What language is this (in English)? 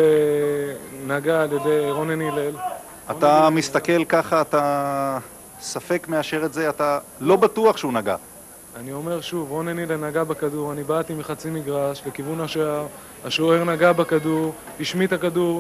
Hebrew